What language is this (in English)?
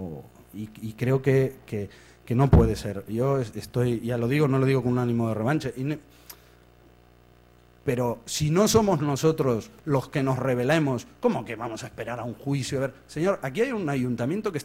Spanish